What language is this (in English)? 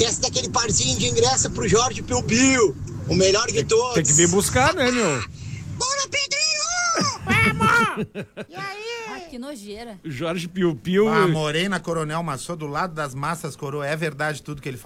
Portuguese